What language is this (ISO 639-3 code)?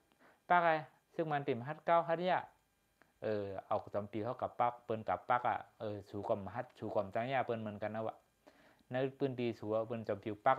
shn